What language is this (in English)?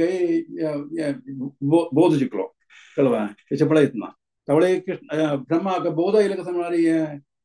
Konkani